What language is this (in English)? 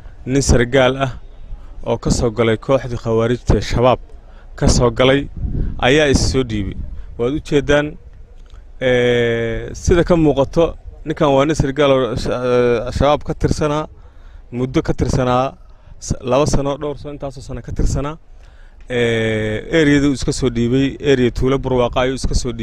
Somali